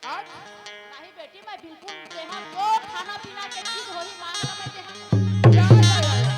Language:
Chhattisgarhi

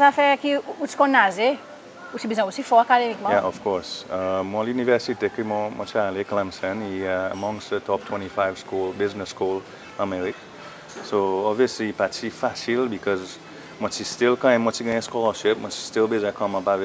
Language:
Seselwa Creole French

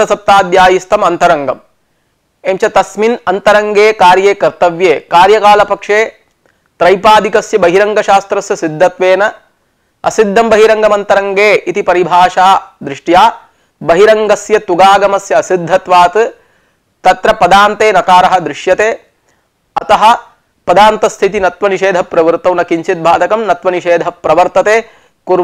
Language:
Sanskrit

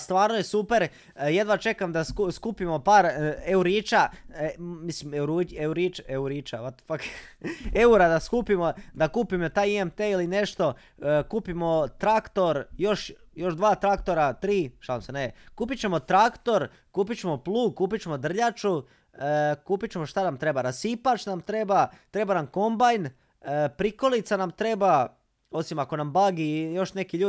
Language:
Croatian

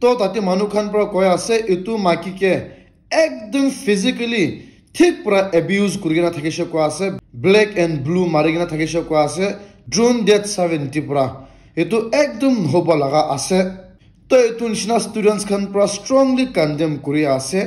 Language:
Naga Pidgin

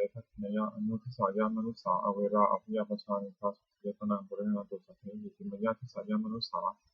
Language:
Pali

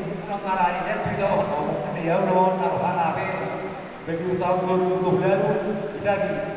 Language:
Batak Toba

